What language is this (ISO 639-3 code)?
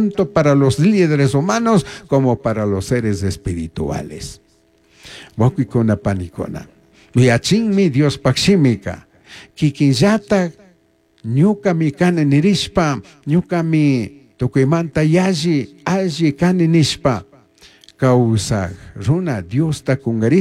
qug